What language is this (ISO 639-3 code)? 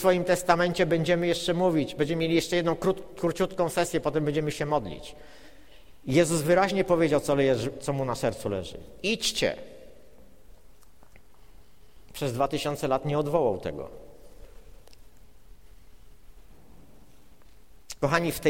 pol